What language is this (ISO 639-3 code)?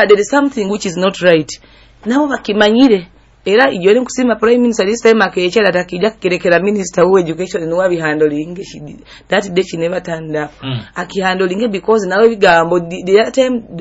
nyo